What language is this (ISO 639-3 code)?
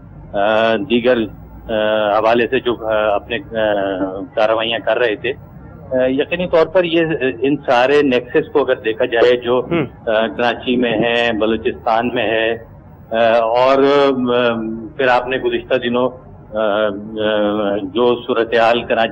urd